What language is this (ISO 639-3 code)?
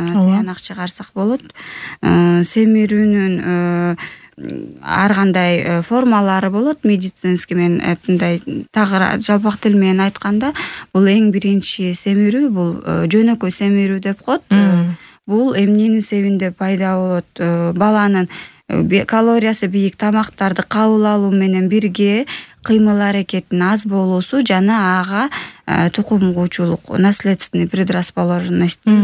kir